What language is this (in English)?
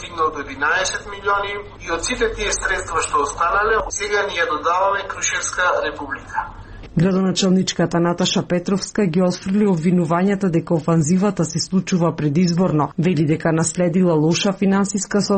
Macedonian